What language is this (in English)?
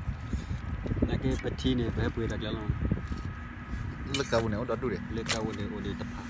S'gaw Karen